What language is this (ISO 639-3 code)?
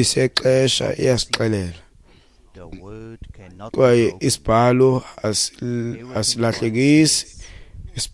xho